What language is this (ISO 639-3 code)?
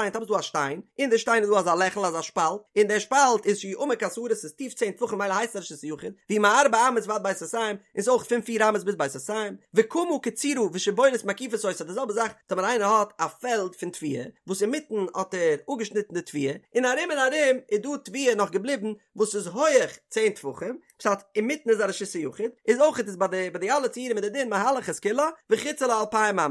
yid